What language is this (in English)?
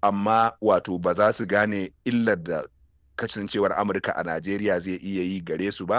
Hausa